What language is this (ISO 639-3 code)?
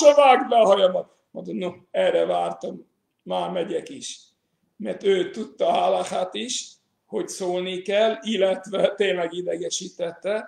hun